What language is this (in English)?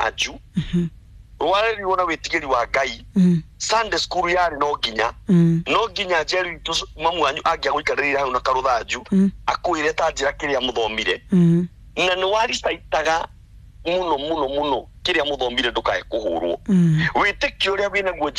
Kikuyu